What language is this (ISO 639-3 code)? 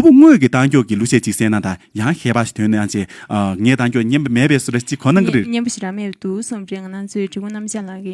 bod